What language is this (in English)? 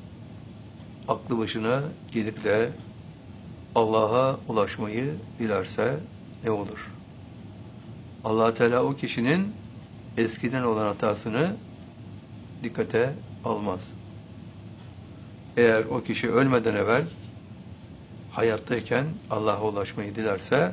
Turkish